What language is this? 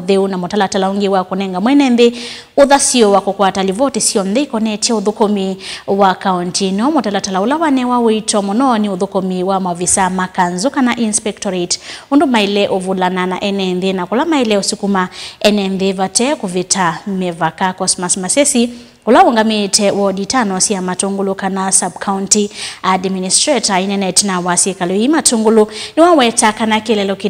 Kamba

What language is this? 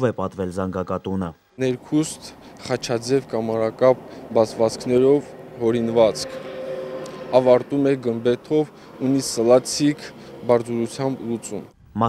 Armenian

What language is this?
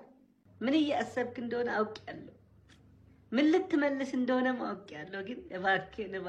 Amharic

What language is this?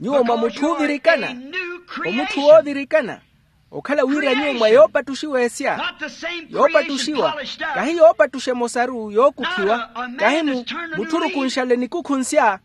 Makhuwa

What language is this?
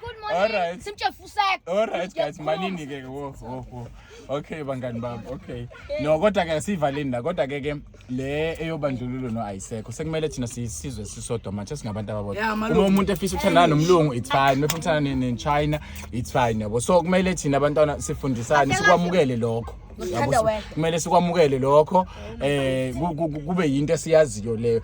Zulu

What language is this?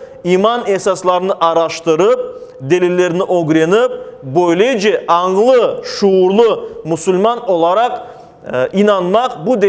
Crimean Tatar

